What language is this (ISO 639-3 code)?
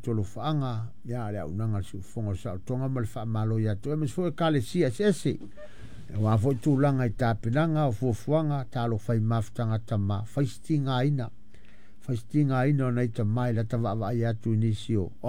smo